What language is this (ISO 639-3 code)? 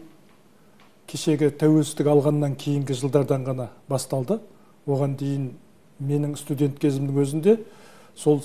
kaz